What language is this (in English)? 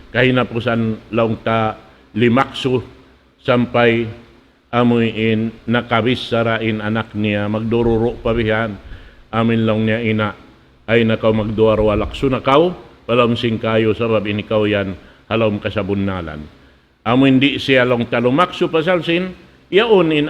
Tausug